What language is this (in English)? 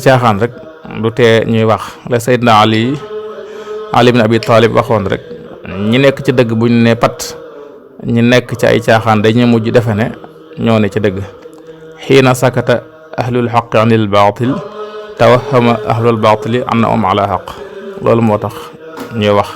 Wolof